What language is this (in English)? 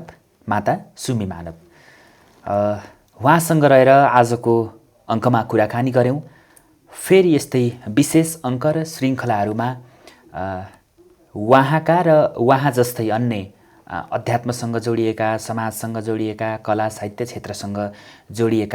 Nepali